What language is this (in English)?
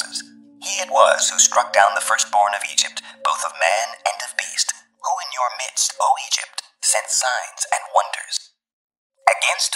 English